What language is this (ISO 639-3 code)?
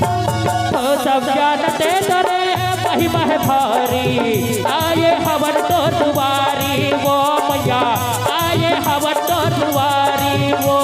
hne